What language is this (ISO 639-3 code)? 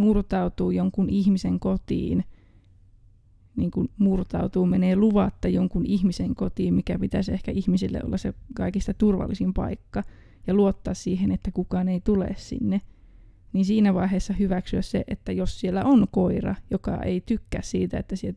fin